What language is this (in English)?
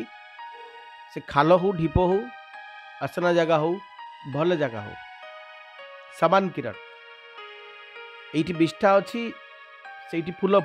Odia